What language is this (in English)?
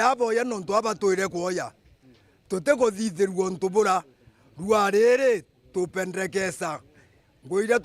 Meru